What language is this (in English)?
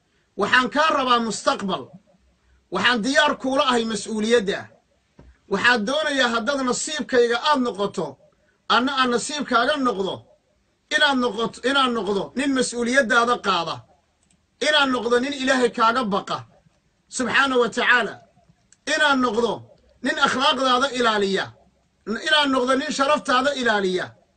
Somali